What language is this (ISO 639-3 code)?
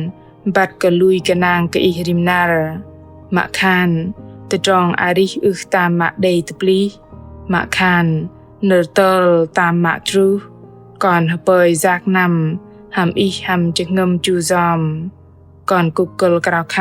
bdq